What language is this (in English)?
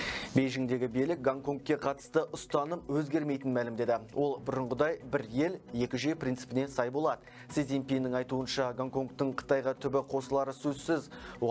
Kazakh